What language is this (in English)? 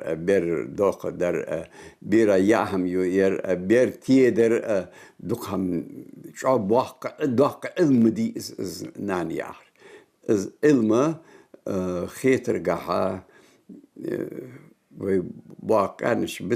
Ingush